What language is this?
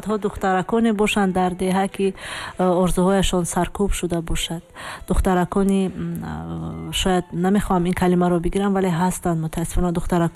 Tajik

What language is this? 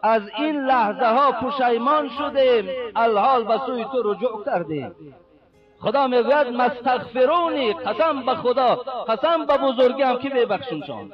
Tajik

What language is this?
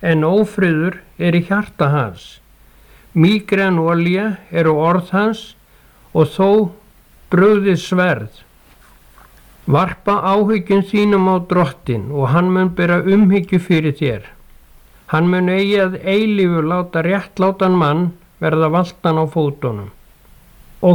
Icelandic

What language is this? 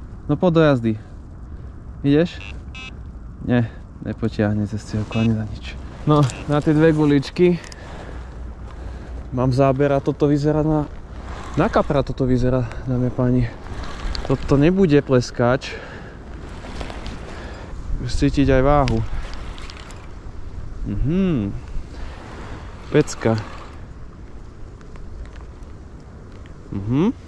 Slovak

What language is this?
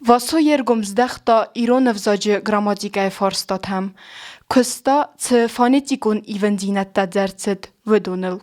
Ossetic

